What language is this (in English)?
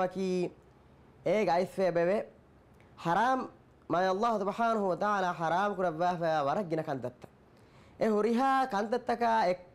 Divehi